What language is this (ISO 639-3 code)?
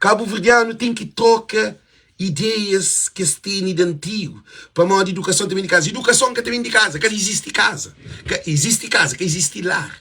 kea